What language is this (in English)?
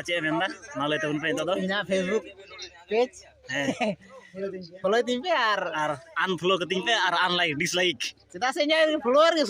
Santali